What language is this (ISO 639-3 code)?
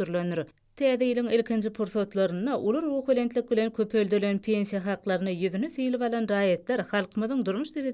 tuk